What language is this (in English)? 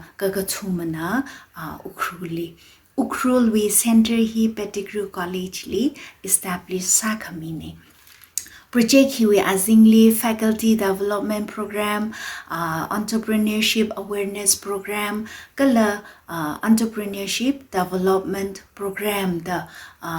Tangkhul Naga (India)